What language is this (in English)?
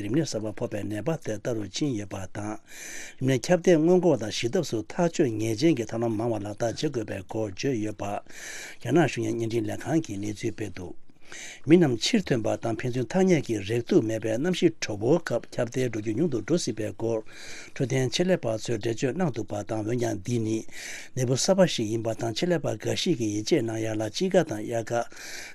Tibetan